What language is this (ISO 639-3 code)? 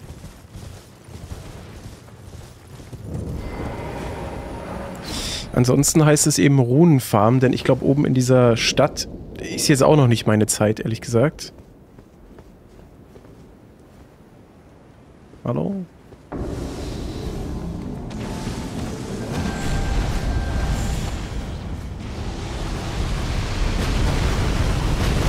deu